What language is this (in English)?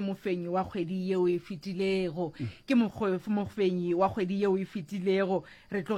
Northern Sotho